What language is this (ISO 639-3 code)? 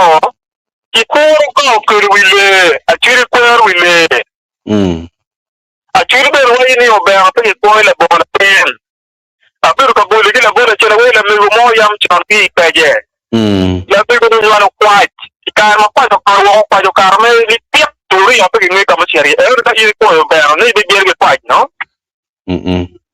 ach